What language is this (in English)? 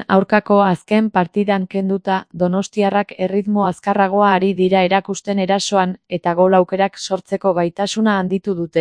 Basque